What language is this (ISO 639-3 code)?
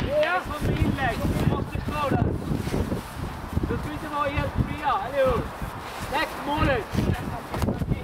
swe